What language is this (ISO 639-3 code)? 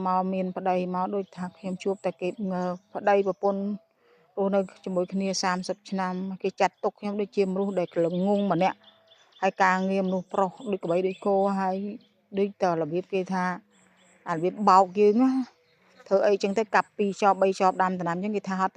khm